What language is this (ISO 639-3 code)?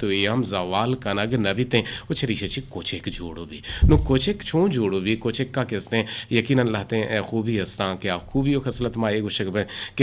bgp